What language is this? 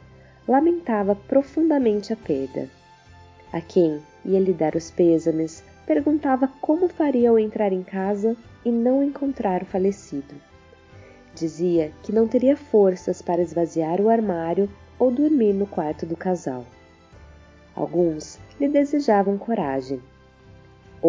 Portuguese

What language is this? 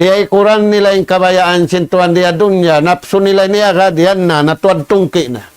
Tausug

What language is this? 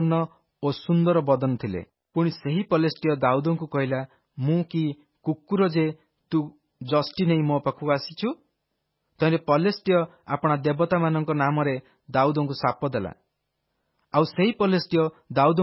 Odia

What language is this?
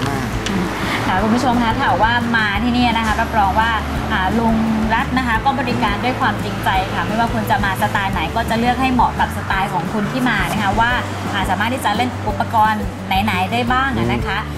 Thai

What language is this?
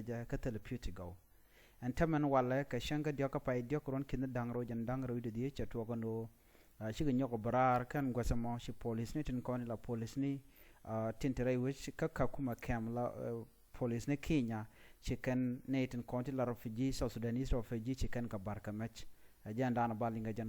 Nuer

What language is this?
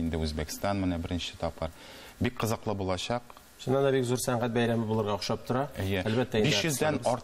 Tatar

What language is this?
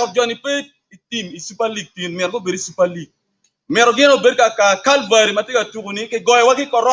Acoli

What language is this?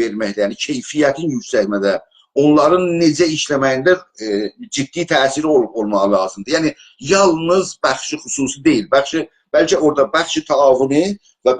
South Azerbaijani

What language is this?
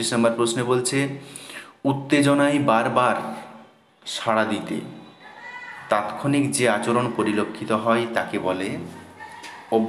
Bangla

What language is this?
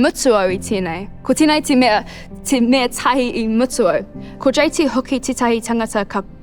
Māori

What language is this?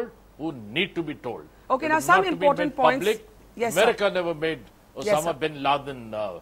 English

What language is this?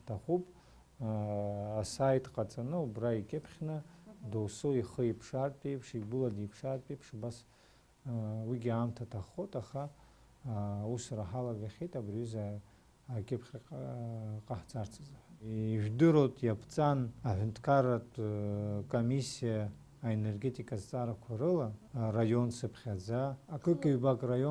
Abkhazian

